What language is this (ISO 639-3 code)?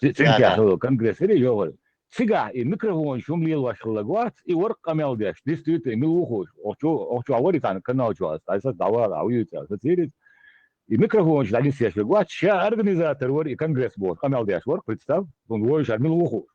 che